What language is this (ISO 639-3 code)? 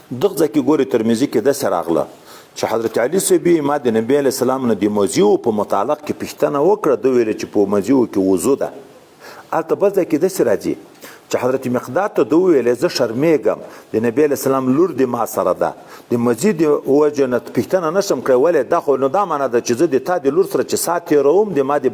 pus